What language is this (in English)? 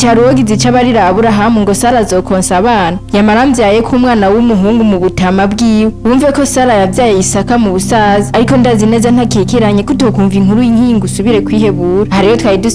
Rundi